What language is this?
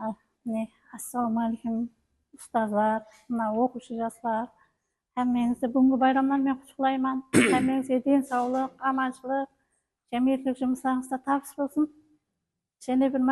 Kara-Kalpak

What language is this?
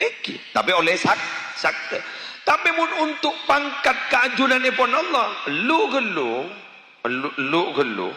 Madurese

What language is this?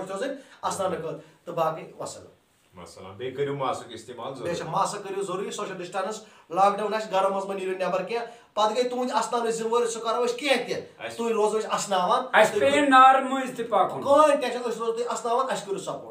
Kashmiri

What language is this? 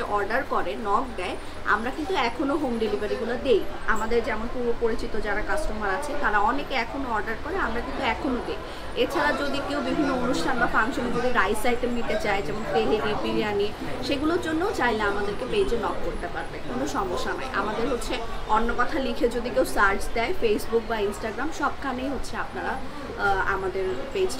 Bangla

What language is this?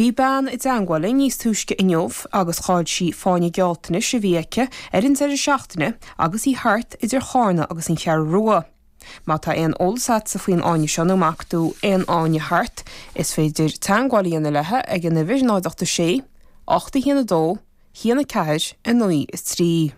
Irish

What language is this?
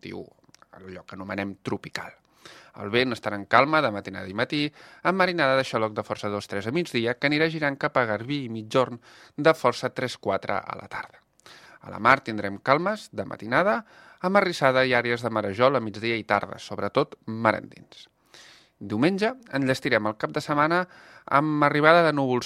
Catalan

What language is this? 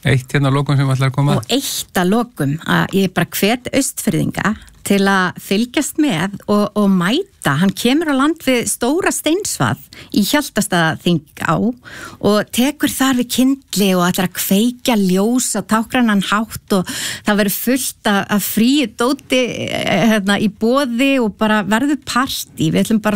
Icelandic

